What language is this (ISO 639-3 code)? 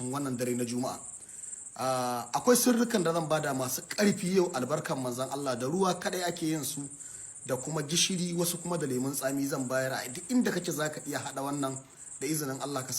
hau